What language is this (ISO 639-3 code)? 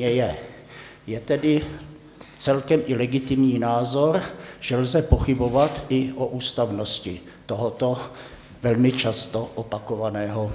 ces